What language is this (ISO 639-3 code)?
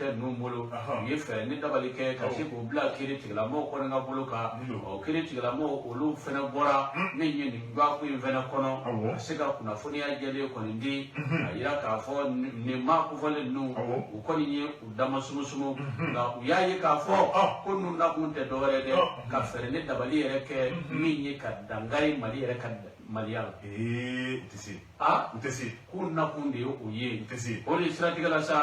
bam